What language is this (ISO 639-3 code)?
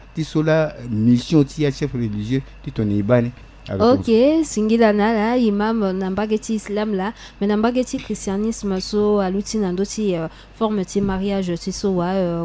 sag